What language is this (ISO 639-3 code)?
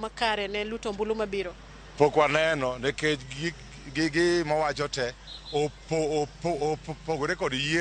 luo